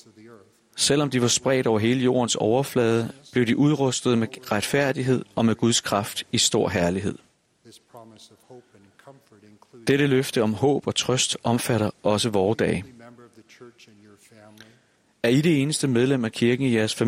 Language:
Danish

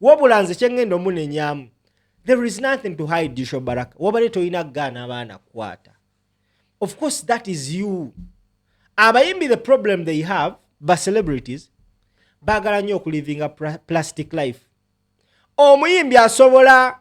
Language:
Ganda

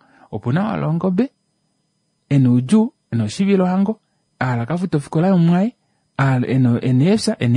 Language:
Kuanyama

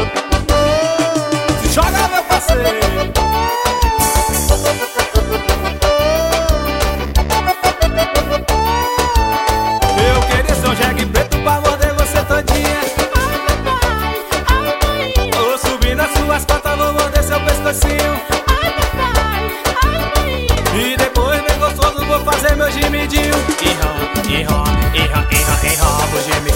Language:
Portuguese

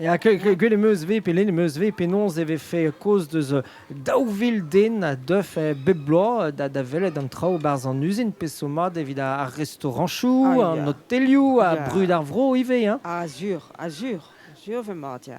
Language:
Breton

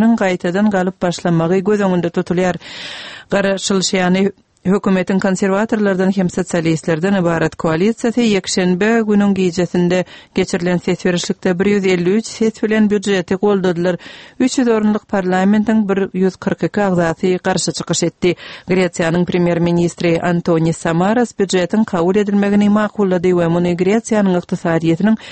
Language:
Turkmen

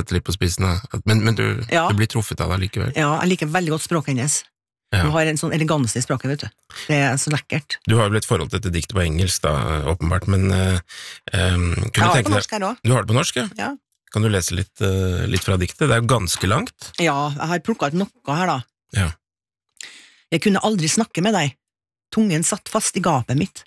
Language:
Norwegian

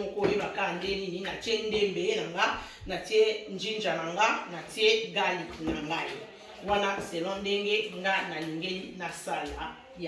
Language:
Lingala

